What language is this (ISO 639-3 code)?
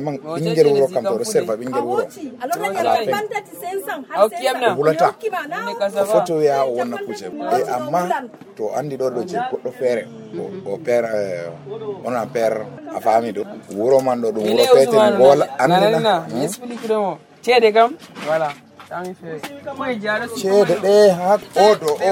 fuv